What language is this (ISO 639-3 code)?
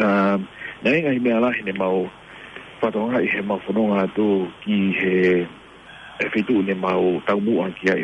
ton